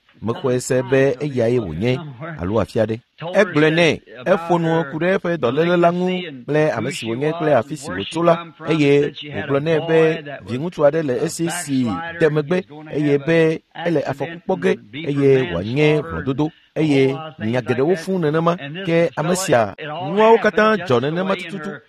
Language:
Ewe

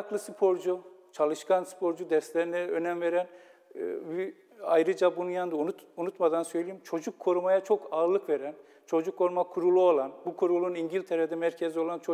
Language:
Turkish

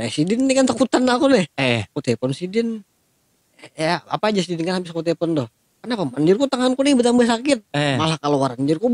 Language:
Banjar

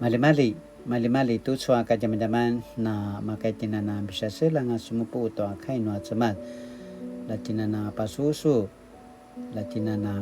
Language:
Paiwan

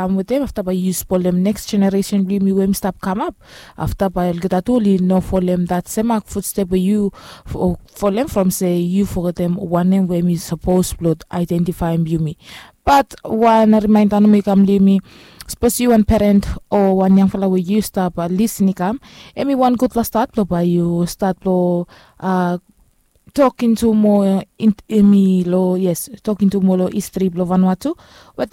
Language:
Bislama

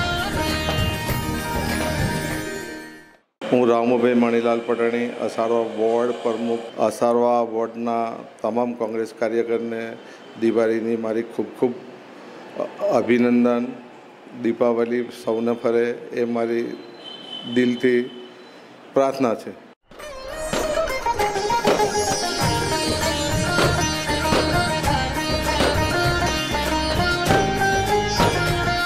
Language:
Gujarati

